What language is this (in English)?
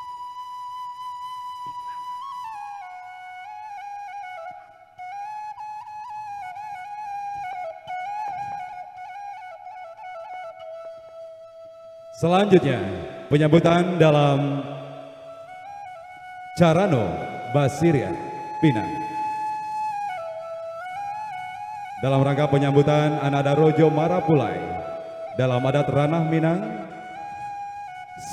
Indonesian